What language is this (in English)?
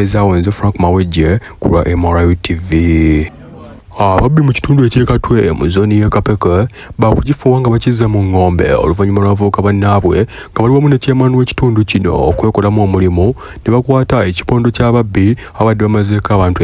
Ganda